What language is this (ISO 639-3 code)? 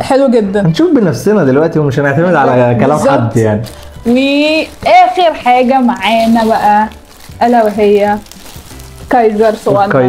arz